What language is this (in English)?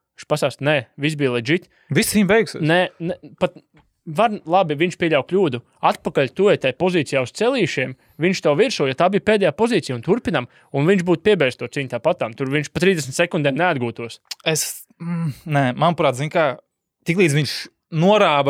Latvian